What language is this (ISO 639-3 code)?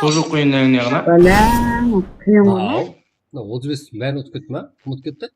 kaa